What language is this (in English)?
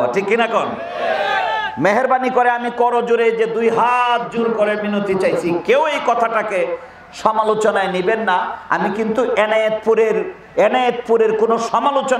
Bangla